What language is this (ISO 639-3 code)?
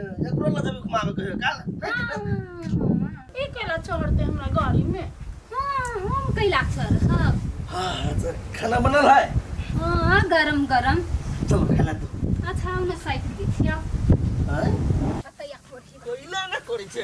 mai